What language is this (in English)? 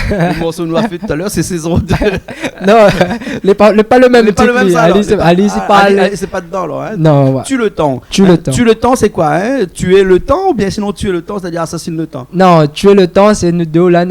Réunion Creole French